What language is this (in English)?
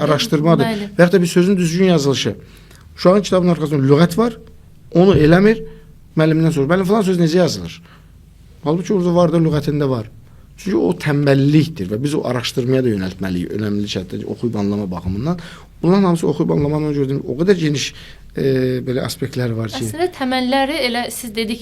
Azerbaijani